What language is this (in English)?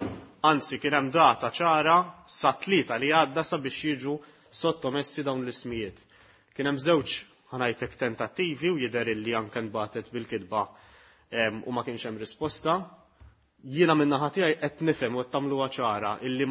Maltese